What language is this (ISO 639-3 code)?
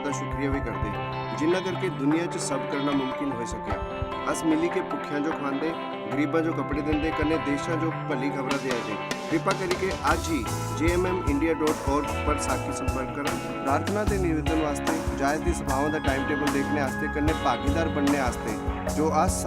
doi